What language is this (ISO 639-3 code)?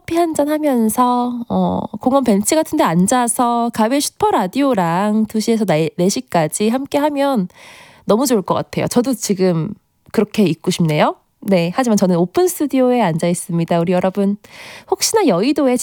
kor